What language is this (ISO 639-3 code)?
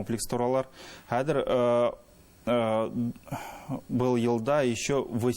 bak